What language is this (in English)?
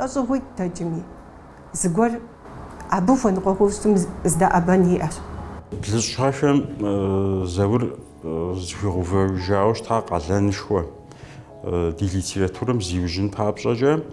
Kabardian